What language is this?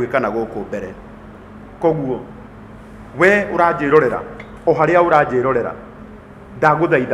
Kikuyu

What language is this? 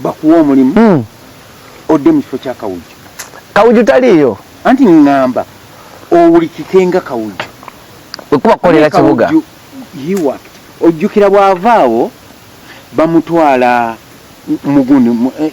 Ganda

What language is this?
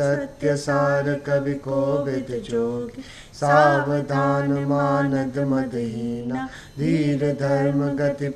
Sanskrit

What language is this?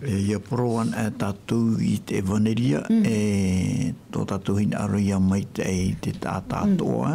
Tahitian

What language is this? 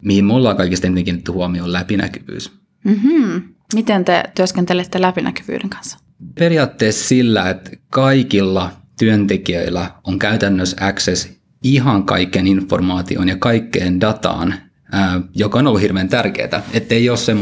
Finnish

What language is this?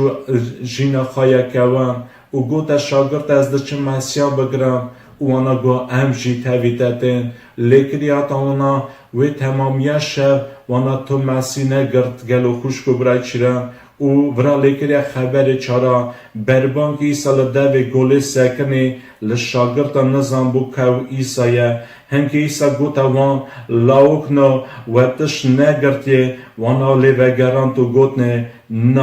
Kurdish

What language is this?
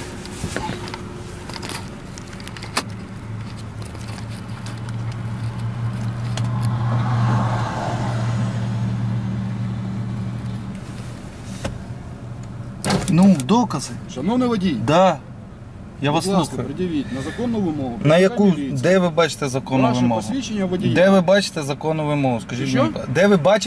Ukrainian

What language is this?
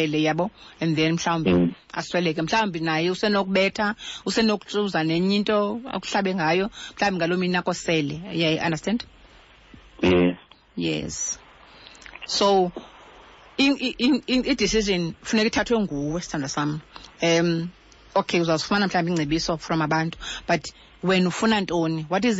Xhosa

